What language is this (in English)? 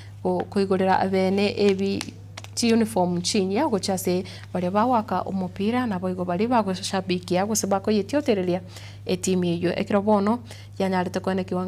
Gusii